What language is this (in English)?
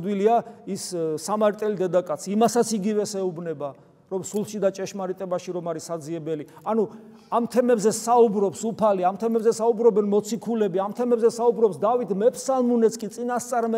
Georgian